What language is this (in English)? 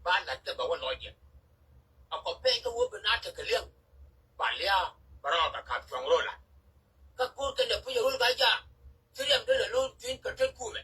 Nuer